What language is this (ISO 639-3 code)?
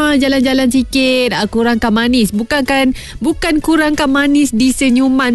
msa